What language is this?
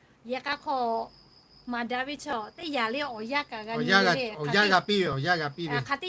Lahu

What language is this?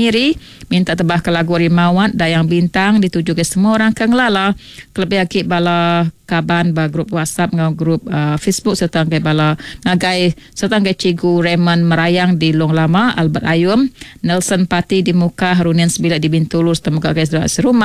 Iban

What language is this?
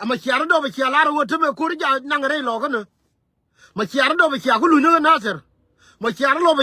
Nuer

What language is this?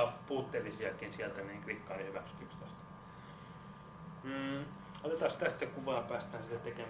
Finnish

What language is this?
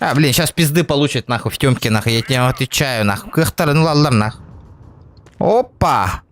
Yakut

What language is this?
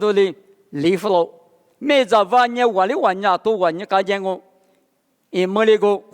Lisu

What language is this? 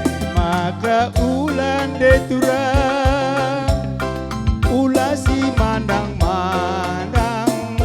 Batak Karo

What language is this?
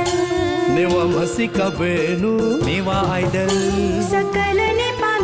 Newari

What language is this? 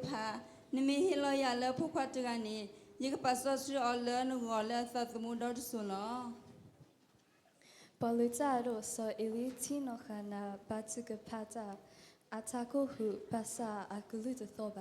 S'gaw Karen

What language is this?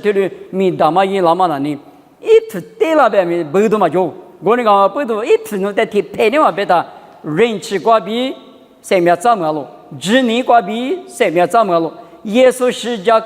Lisu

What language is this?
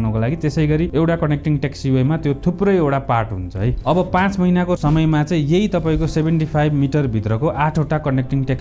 Nepali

